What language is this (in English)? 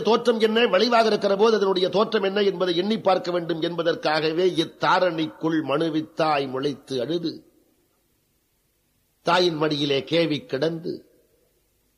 Tamil